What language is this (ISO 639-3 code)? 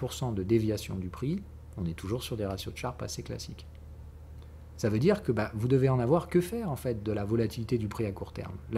fra